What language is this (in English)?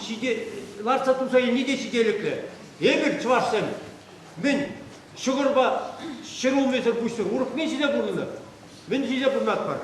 Chuvash